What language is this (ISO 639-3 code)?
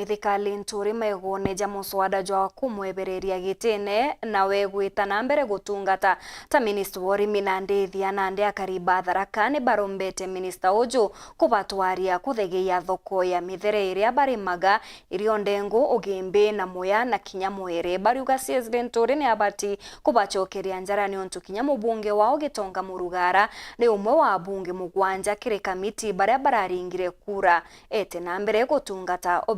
mer